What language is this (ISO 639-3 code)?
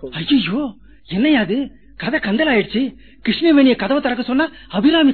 tam